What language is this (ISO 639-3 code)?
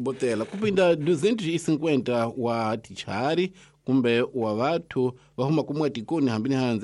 tso